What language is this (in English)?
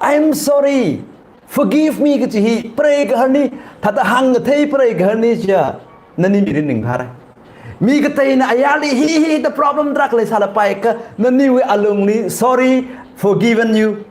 Tangkhul Naga (India)